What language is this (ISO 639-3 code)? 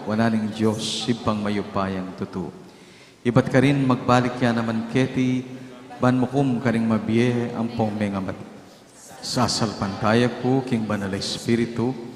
pam